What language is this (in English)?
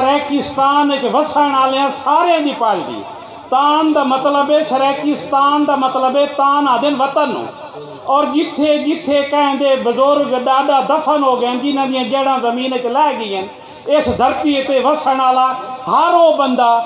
Saraiki